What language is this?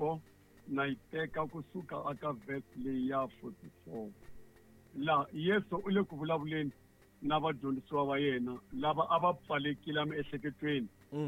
Tsonga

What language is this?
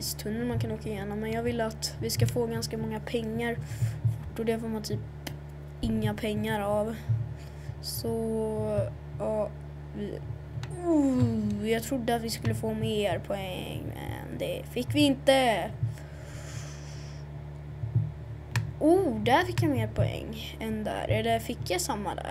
Swedish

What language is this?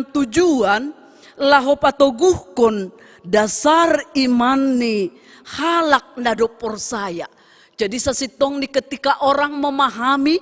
Batak Simalungun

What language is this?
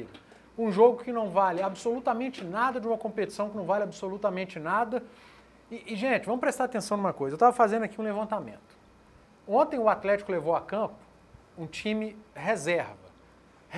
Portuguese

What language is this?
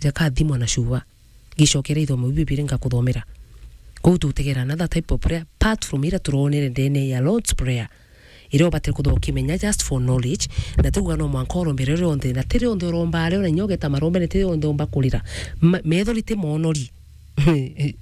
Meru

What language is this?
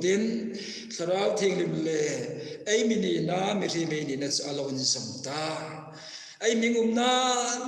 Hmar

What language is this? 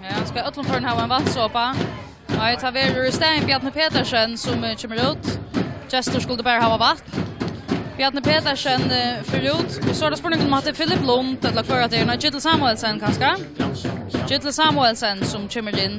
Faroese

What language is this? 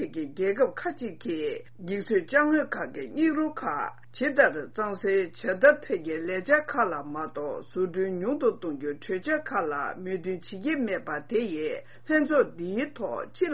Tibetan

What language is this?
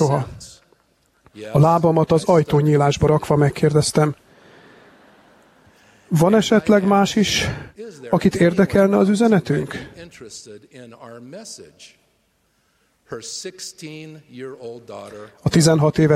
Hungarian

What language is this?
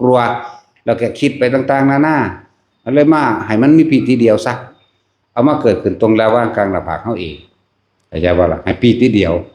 Northeastern Thai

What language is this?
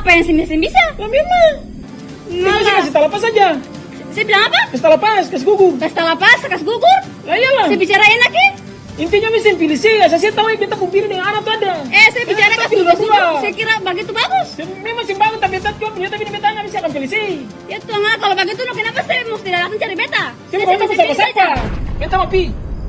Ambonese Malay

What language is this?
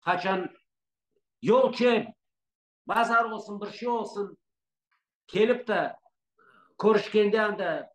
Crimean Tatar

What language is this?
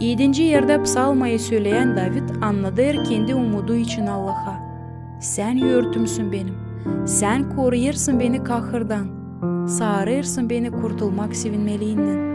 Gagauz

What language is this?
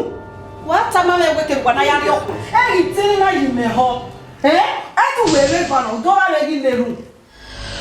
Bini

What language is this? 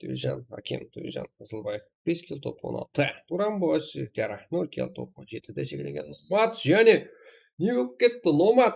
Kara-Kalpak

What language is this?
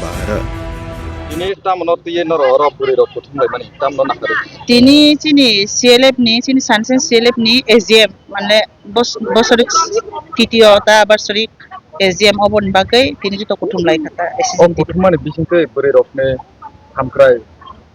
Kok Borok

